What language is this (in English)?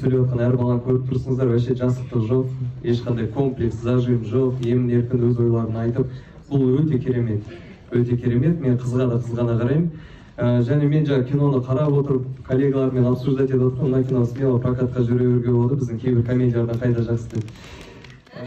Kazakh